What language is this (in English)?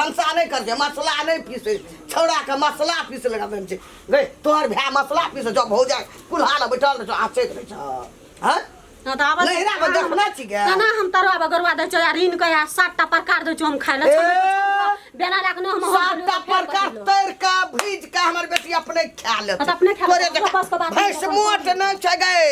Maithili